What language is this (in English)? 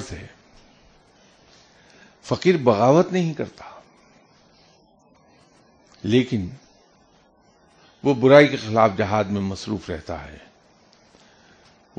Urdu